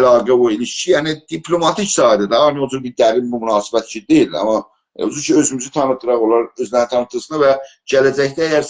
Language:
South Azerbaijani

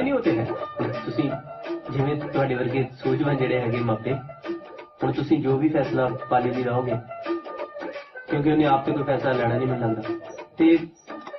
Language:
Punjabi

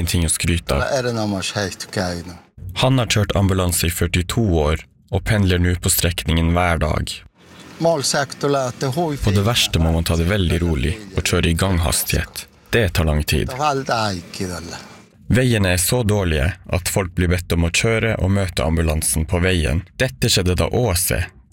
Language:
Norwegian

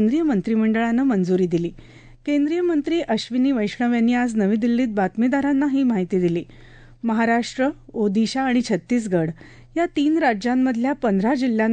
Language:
Marathi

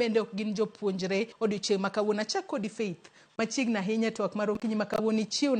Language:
Luo (Kenya and Tanzania)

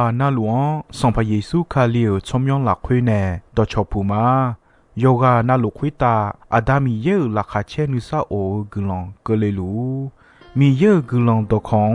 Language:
Akha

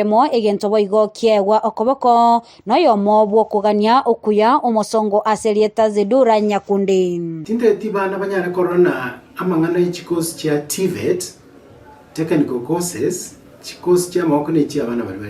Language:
Gusii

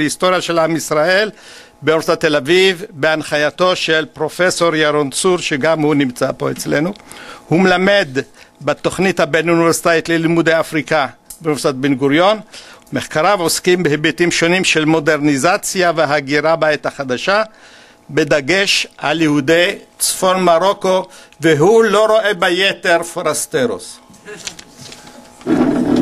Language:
Hebrew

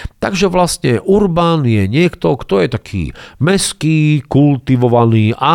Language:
Slovak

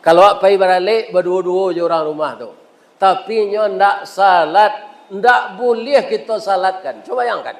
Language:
Minangkabau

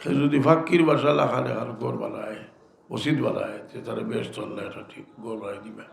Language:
Sylheti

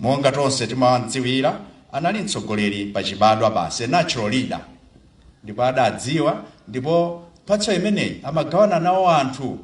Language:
Nyanja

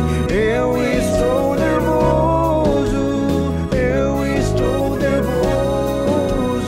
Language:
Portuguese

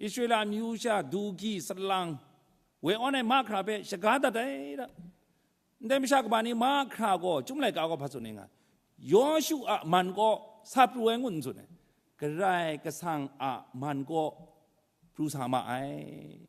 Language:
Kachin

